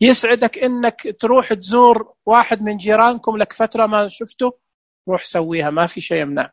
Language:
Najdi Arabic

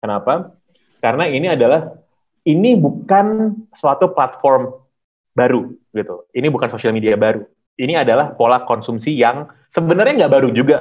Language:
Indonesian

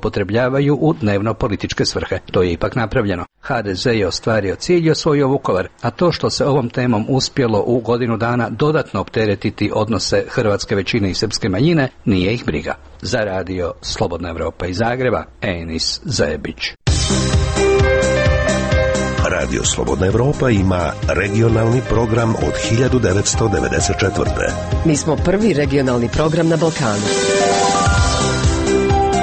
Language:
Croatian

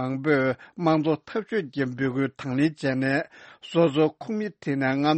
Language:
Tibetan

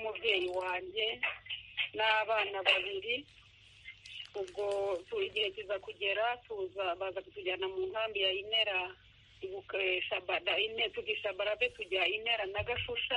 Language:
Kinyarwanda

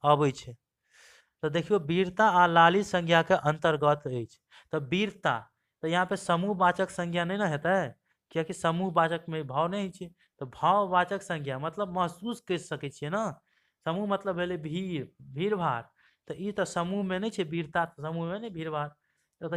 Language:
Maithili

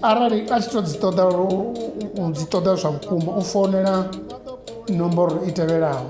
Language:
Venda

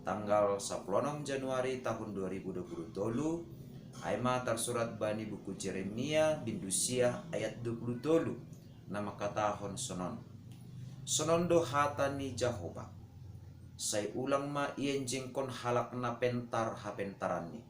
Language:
Batak Simalungun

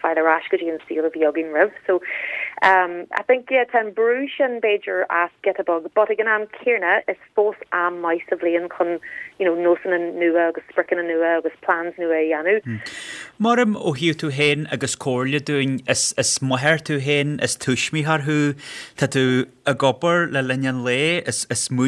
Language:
Irish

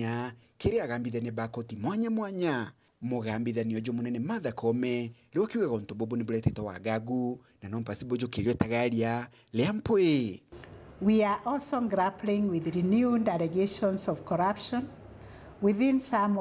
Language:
Meru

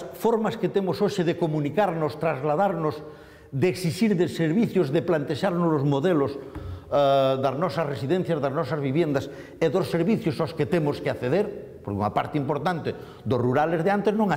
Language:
Galician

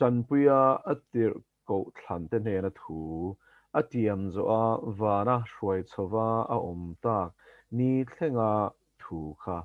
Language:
Mizo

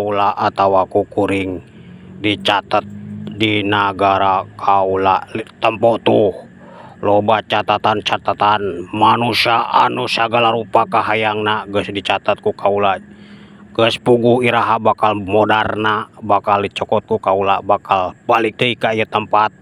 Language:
Sundanese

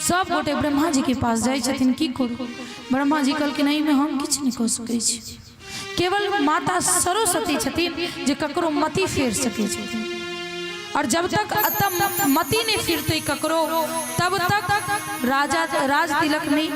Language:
Maithili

